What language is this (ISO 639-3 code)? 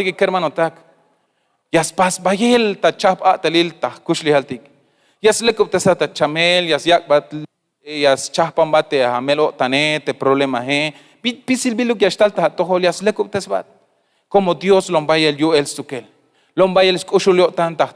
tzh